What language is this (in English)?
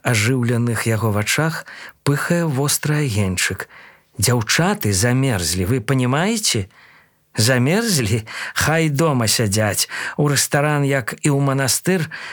Belarusian